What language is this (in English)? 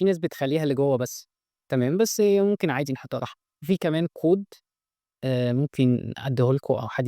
Egyptian Arabic